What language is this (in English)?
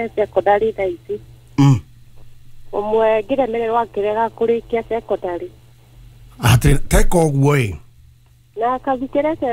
Kikuyu